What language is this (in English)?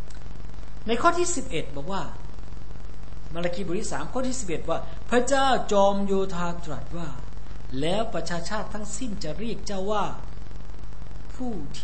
Thai